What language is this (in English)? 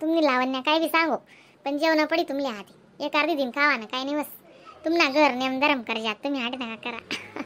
Khandesi